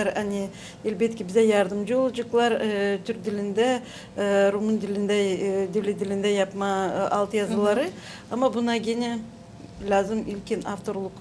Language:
Gagauz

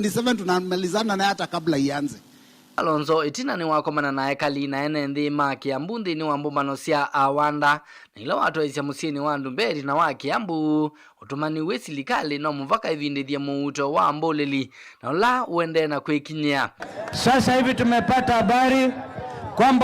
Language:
Kamba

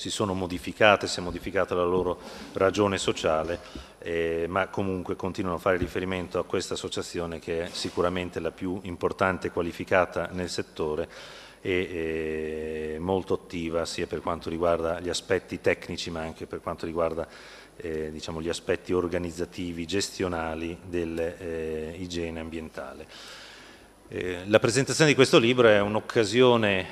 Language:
Italian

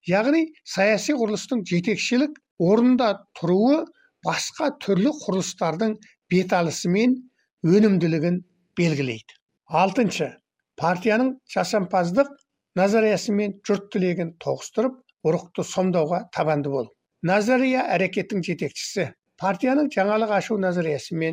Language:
Kazakh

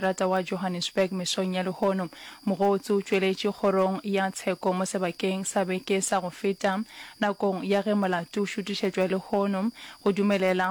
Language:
Northern Sotho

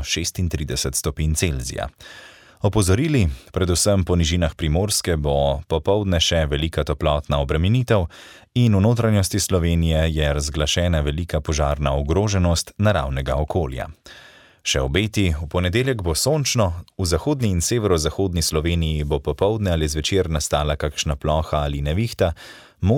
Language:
Slovenian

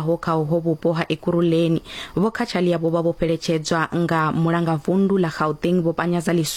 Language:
Venda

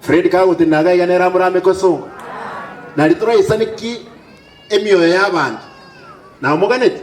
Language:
Gusii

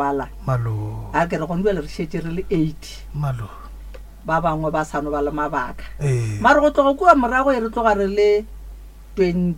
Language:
Northern Sotho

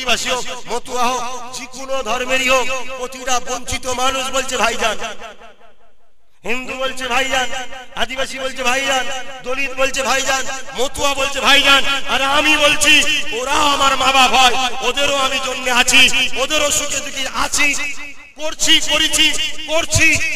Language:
Bangla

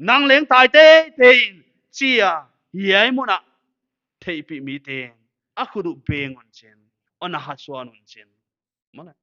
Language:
Paite Chin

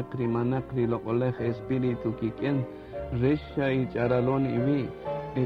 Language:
Kaqchikel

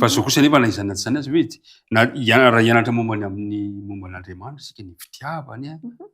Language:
Malagasy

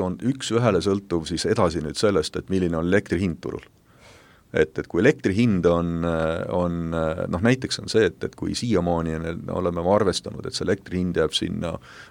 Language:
Estonian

